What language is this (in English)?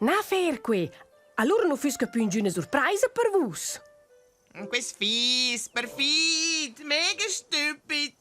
Romansh